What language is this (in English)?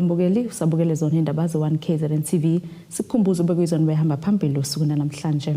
Zulu